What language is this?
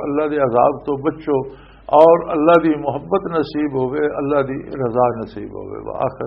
Western Panjabi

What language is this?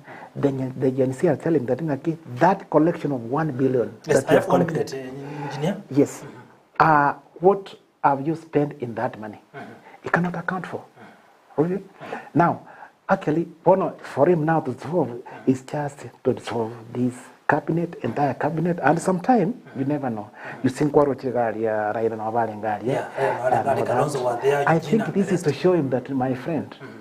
Gusii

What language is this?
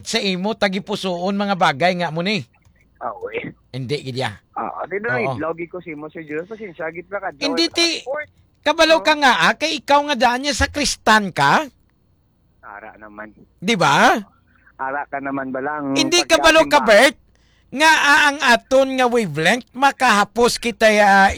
Hiligaynon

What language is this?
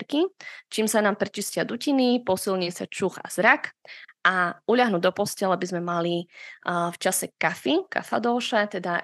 Slovak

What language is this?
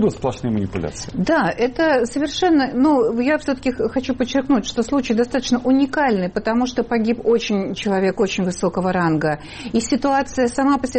Russian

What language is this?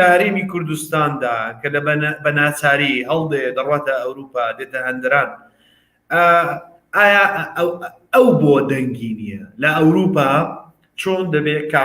Central Kurdish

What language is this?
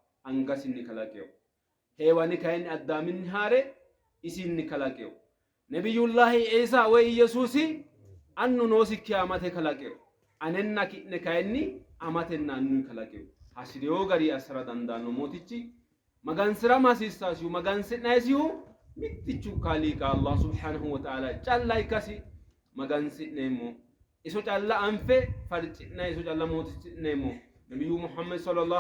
Sidamo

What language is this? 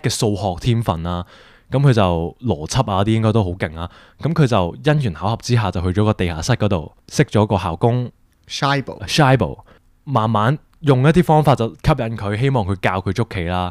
Cantonese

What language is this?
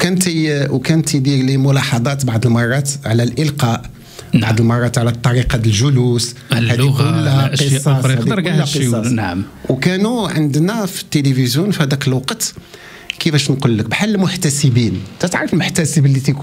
Moroccan Arabic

